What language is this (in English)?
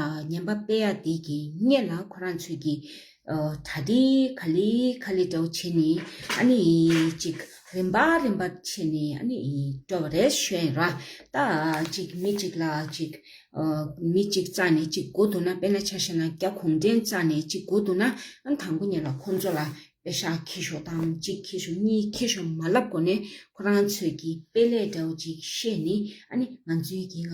Tibetan